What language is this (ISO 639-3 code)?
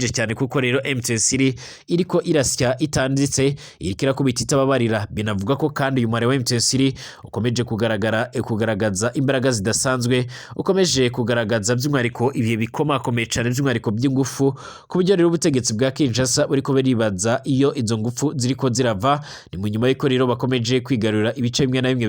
run